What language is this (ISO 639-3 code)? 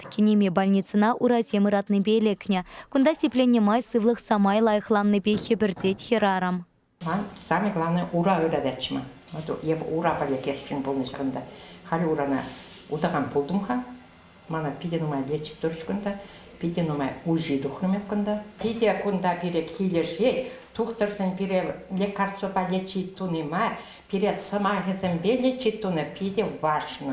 chv